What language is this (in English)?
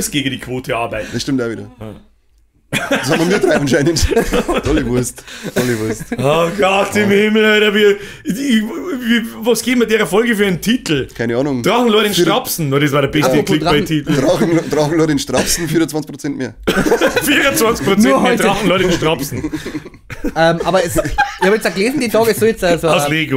Bavarian